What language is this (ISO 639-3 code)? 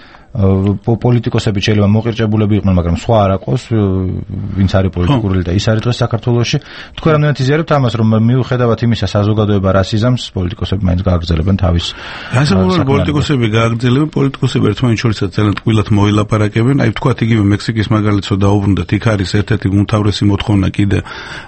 kat